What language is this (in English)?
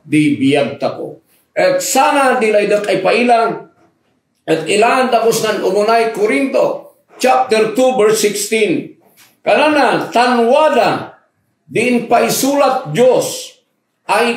Kankanaey